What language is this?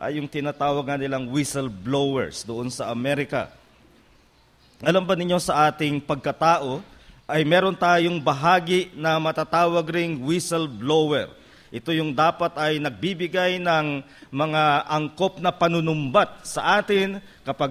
Filipino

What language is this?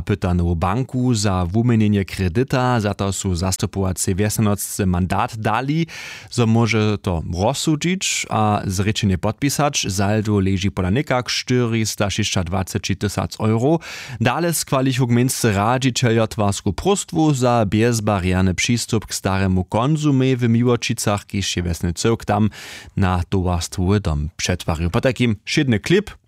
Upper Sorbian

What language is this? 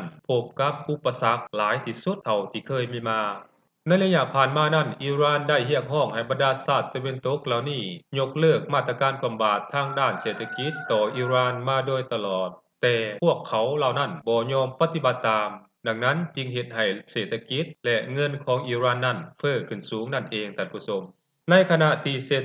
Lao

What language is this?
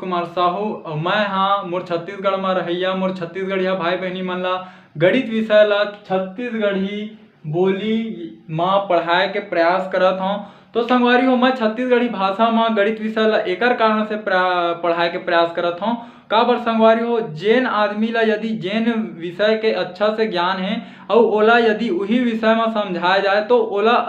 Chhattisgarhi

